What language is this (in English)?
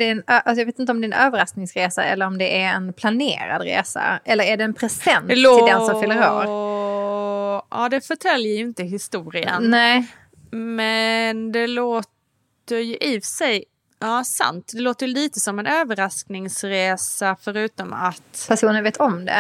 Swedish